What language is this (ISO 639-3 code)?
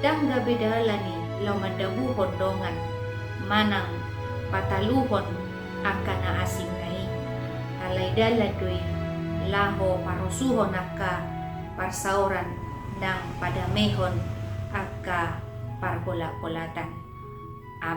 bbc